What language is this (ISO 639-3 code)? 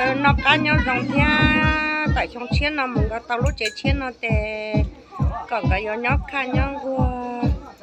hmn